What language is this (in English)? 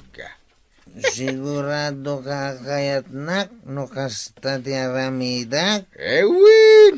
Iloko